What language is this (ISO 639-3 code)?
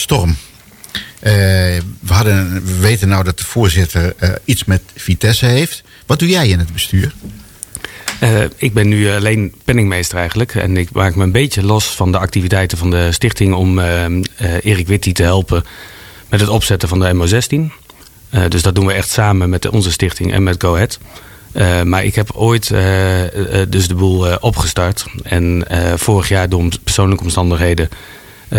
nld